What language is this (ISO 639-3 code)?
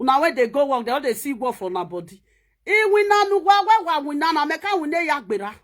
pcm